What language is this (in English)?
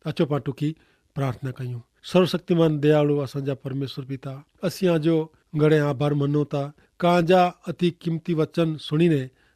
Kachhi